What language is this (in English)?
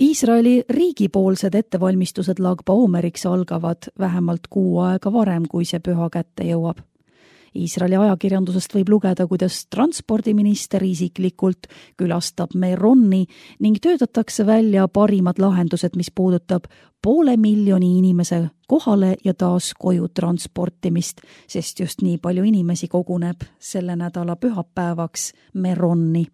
Estonian